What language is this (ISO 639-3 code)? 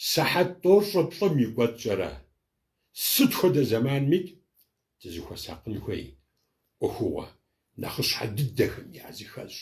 kbd